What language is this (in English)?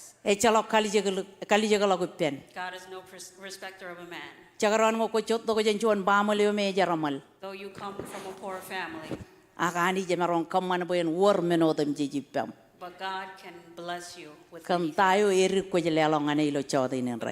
Marshallese